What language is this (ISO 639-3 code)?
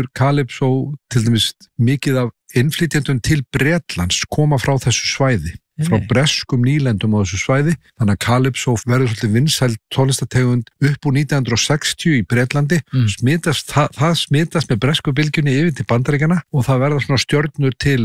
isl